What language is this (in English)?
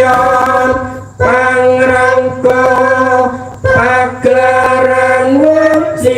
Javanese